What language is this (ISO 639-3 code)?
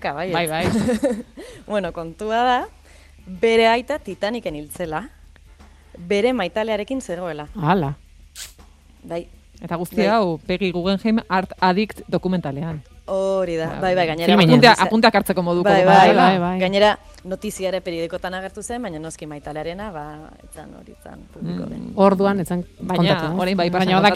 eus